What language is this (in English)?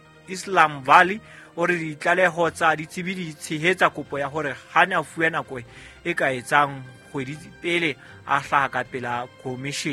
Southern Sotho